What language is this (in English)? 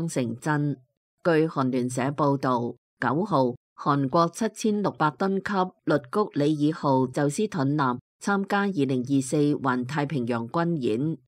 Cantonese